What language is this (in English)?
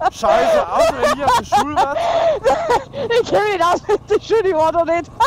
Bavarian